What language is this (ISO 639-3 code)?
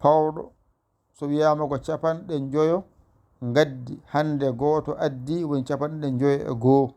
ful